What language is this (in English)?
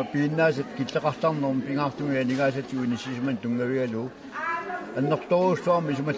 Kalaallisut